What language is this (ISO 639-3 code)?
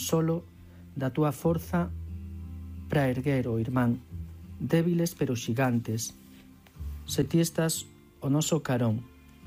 glg